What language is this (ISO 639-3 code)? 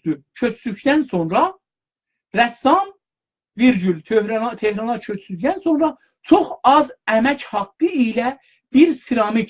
azb